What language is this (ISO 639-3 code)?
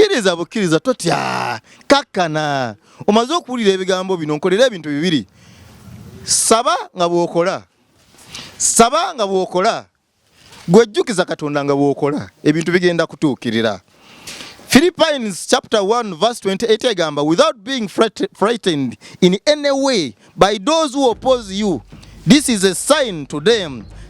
lug